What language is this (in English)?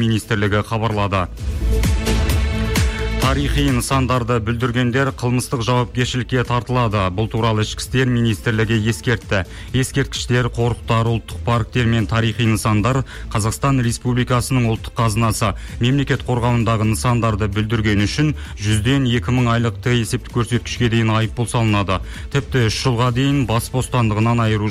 Kazakh